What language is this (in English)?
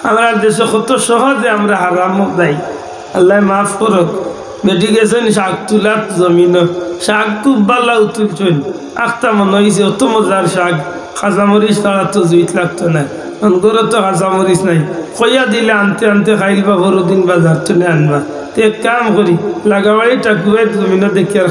Sylheti